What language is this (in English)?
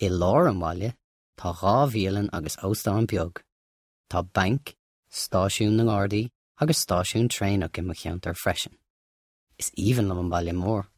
Irish